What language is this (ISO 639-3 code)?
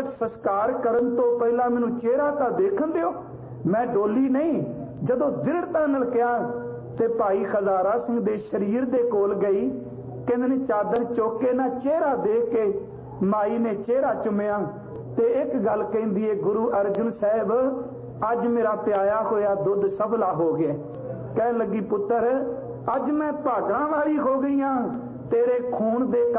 pan